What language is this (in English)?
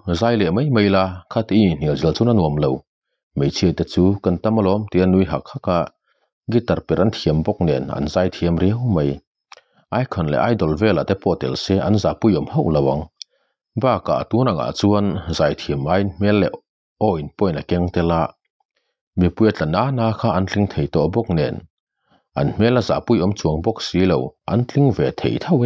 Mizo